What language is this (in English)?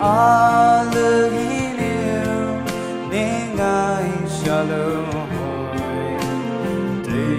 Poumei Naga